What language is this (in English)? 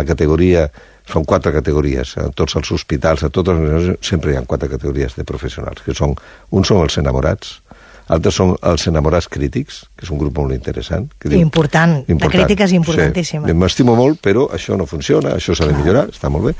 Catalan